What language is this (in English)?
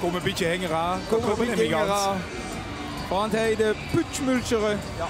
Limburgish